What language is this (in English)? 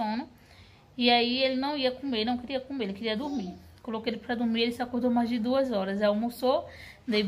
Portuguese